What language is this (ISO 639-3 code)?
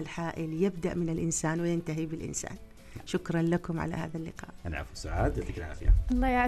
ars